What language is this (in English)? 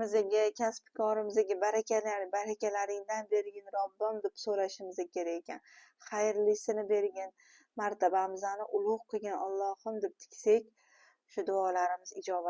Uzbek